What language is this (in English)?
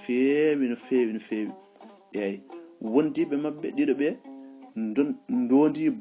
Fula